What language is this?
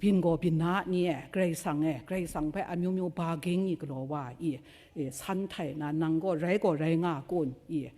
Kachin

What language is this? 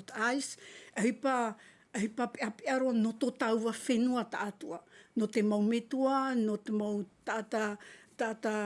Tahitian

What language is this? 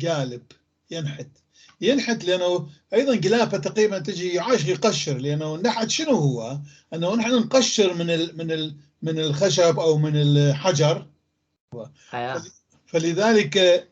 North Levantine Arabic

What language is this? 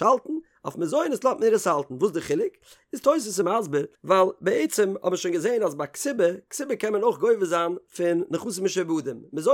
Yiddish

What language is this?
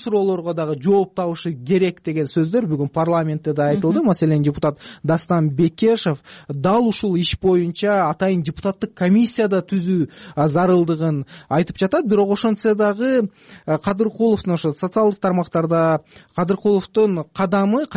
Kyrgyz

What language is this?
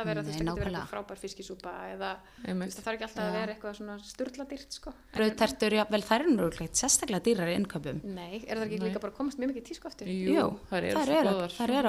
Icelandic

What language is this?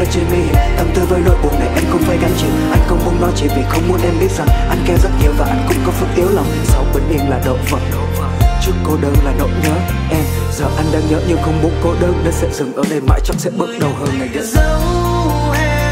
Vietnamese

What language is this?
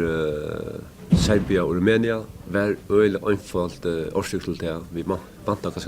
Faroese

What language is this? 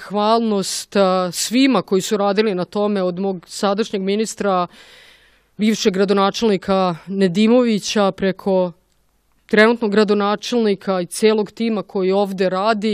Serbian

